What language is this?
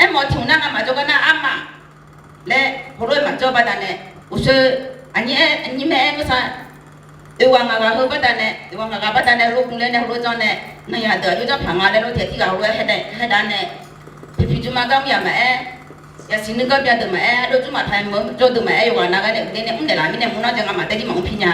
Akha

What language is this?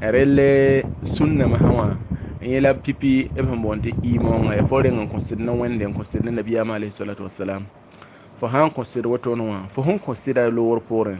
Mossi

